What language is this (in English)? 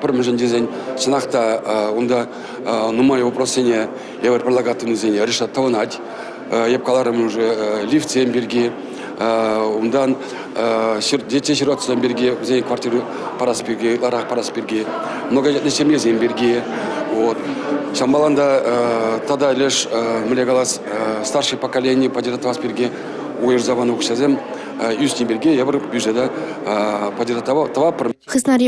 Chuvash